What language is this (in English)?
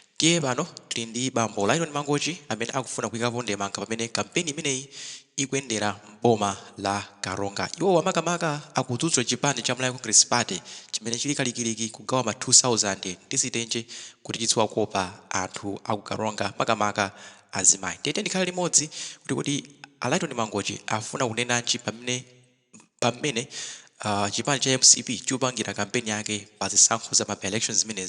Nyanja